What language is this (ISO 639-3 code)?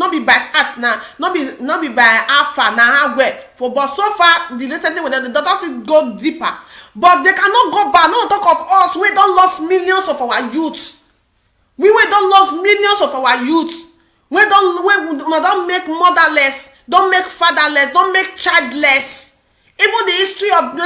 pcm